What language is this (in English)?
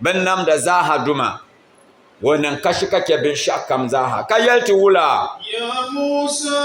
Dagbani